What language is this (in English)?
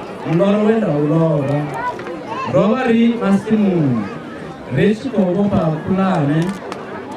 Venda